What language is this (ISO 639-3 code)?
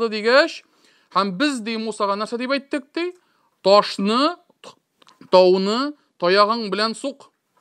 tat